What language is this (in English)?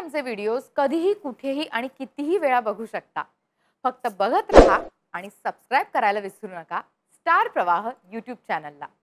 Marathi